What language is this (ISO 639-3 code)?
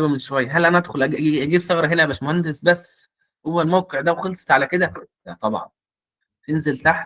arz